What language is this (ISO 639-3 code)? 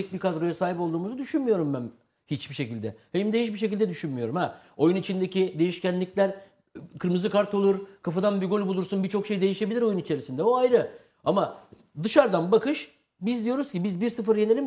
tur